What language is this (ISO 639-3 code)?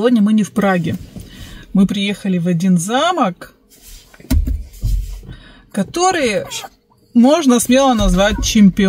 rus